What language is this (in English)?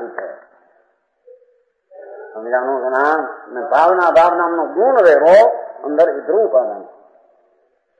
Gujarati